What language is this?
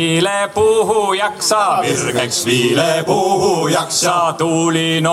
Estonian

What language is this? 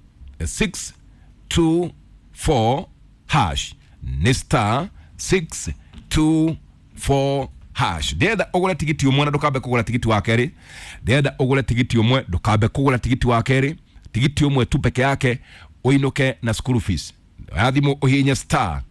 Kikuyu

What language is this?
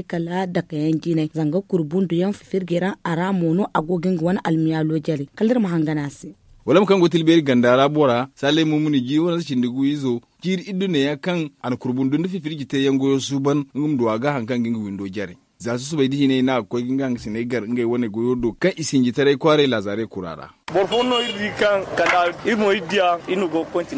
Zarma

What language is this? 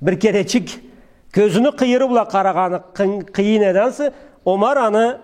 Karachay-Balkar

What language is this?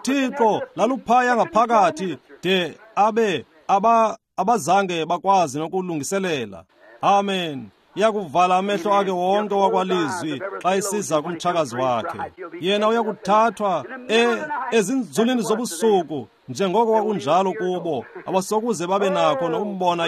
Xhosa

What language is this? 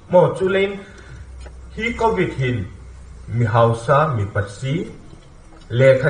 Hmar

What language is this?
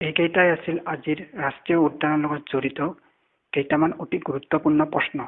Assamese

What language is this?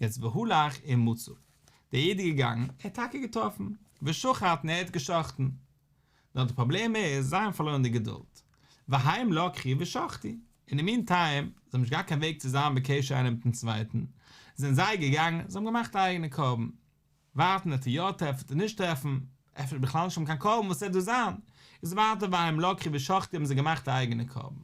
Yiddish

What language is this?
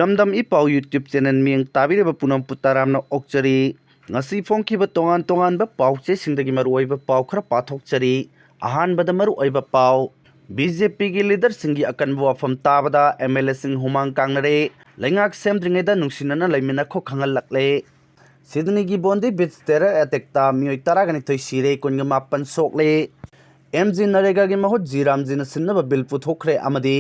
Manipuri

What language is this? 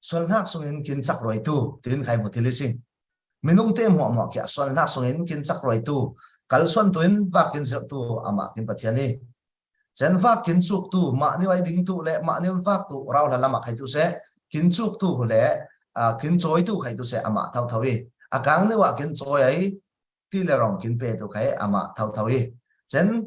Falam Chin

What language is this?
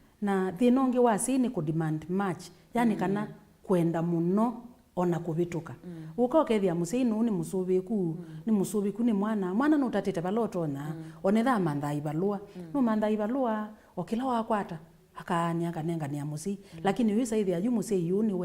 Kamba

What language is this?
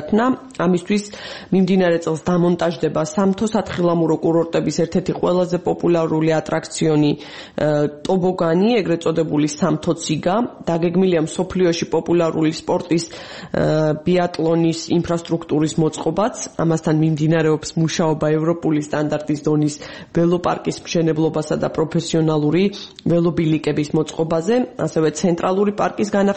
Georgian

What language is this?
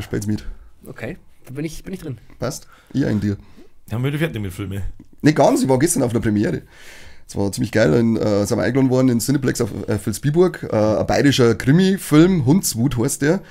Bavarian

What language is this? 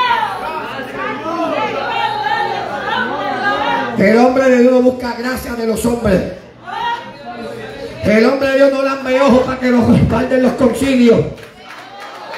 Spanish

